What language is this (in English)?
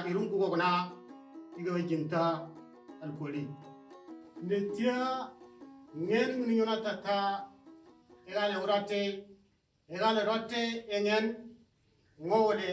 Moro